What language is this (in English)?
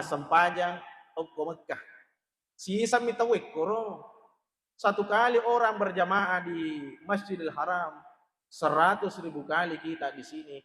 Buginese